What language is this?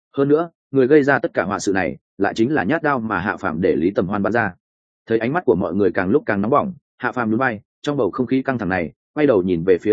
Vietnamese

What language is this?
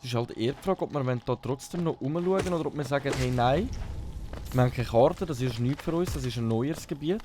Swiss German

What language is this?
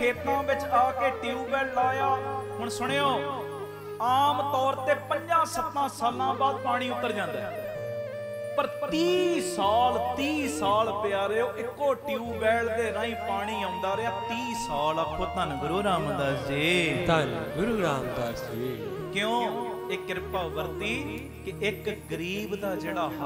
Punjabi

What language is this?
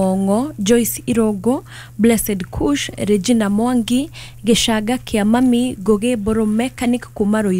Kikuyu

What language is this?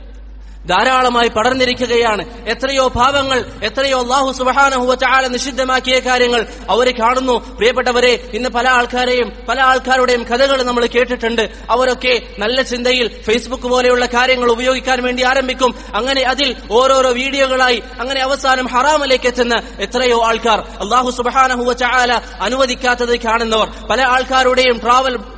Malayalam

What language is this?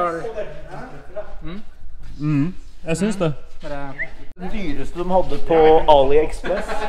Norwegian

